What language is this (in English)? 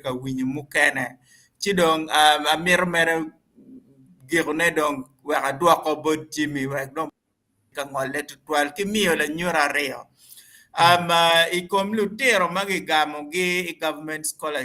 Acoli